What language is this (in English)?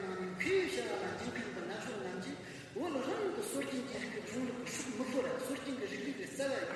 Amdo Tibetan